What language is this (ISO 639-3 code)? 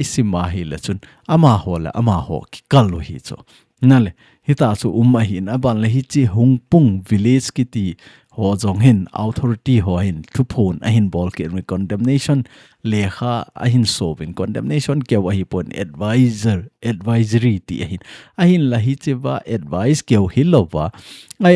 tcz